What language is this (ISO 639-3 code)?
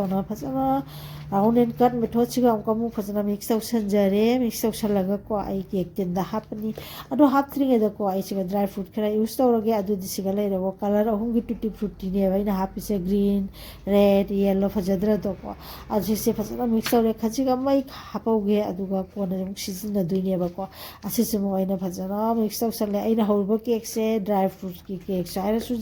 mni